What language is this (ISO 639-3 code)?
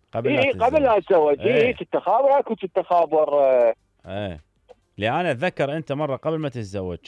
acm